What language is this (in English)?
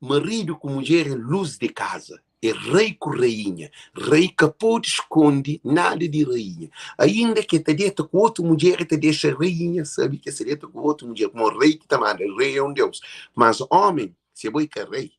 Kabuverdianu